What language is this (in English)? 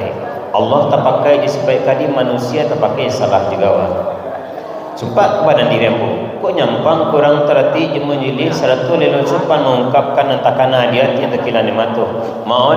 Minangkabau